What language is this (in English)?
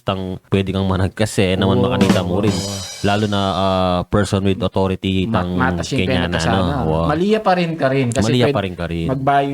Pampanga